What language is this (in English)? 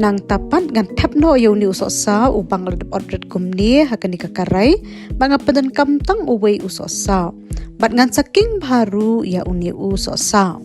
Khasi